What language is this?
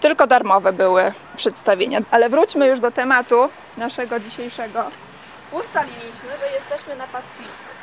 Polish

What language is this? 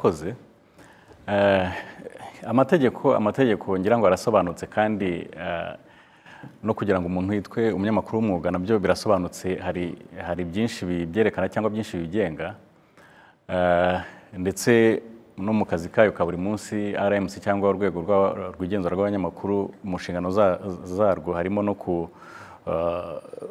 Kinyarwanda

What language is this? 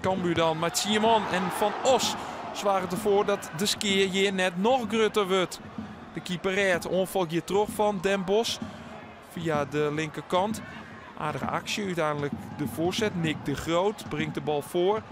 Western Frisian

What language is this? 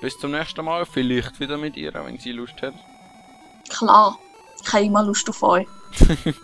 Swiss German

